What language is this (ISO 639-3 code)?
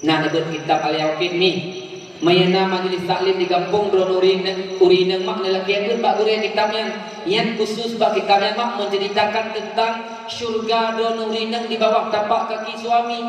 ace